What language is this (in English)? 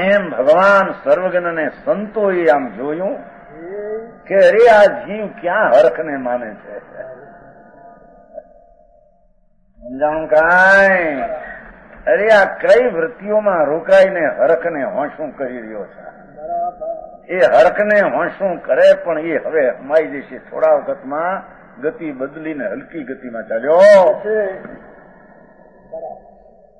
Gujarati